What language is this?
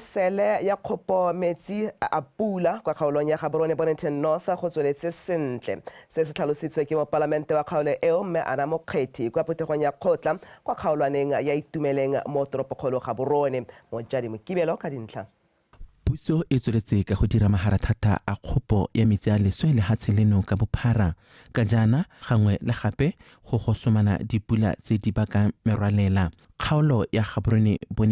Tswana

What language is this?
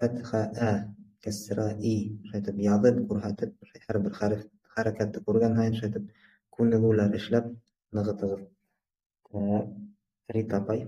Bashkir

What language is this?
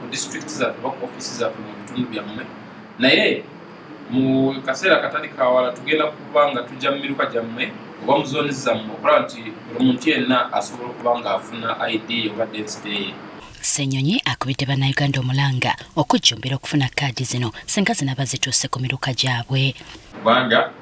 Ganda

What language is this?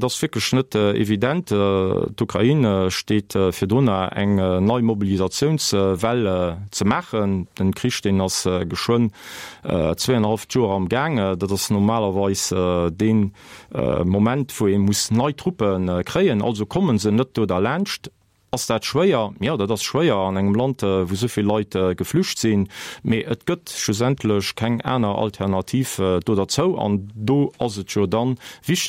Luxembourgish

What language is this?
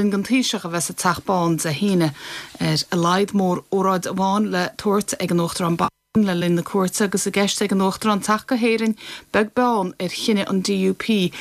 Irish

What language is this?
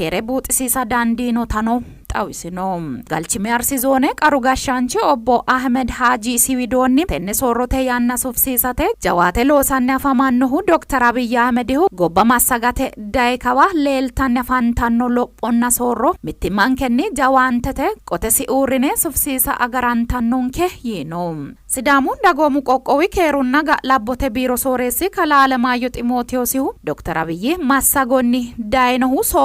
Sidamo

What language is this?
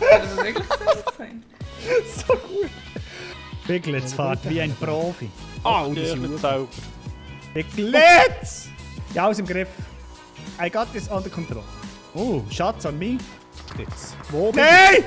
Swiss German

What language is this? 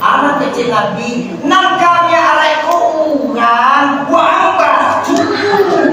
Minangkabau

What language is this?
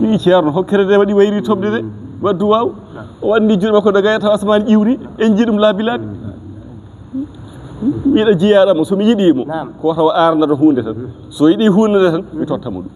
Fula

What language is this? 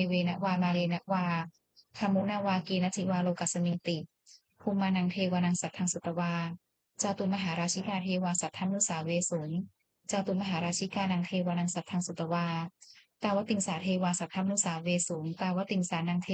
Pali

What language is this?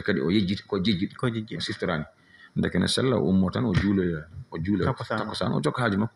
Fula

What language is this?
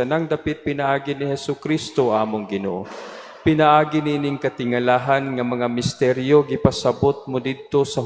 Cebuano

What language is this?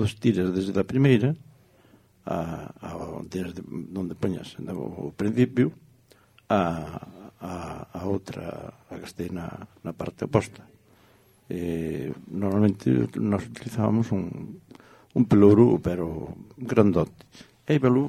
Galician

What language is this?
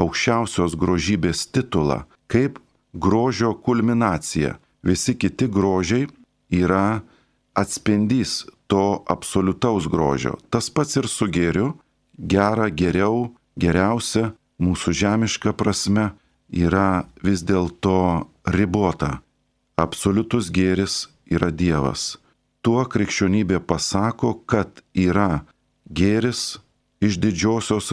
Lithuanian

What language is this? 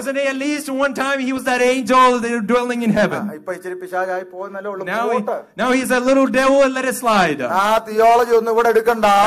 Malayalam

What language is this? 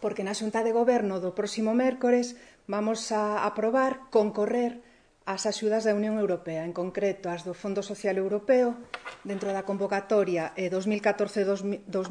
Galician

